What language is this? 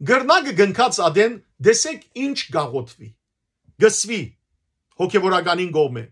Western Armenian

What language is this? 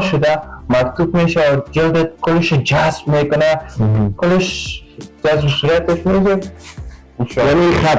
Persian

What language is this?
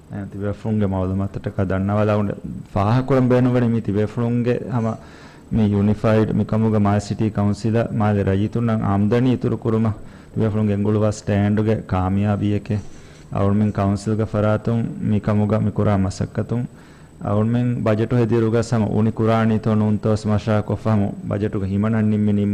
Divehi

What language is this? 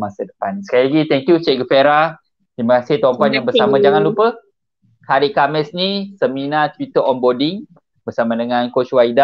Malay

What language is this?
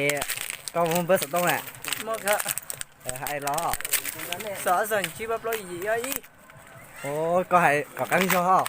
Hmong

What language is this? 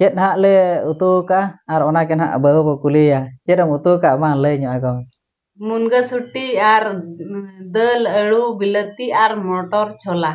Santali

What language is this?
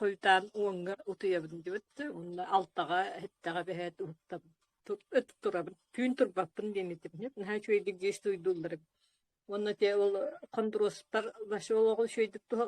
Yakut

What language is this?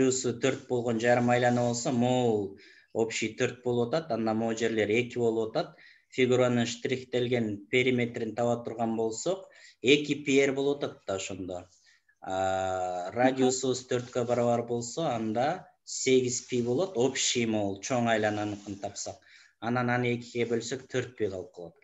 Kyrgyz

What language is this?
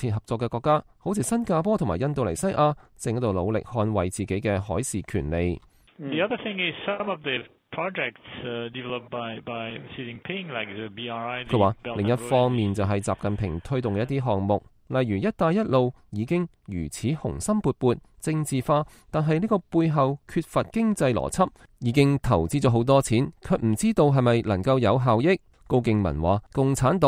Cantonese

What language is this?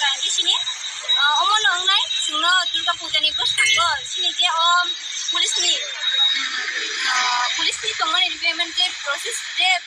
Kok Borok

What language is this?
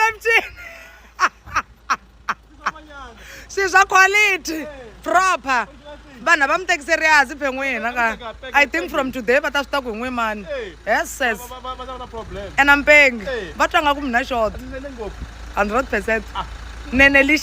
Tsonga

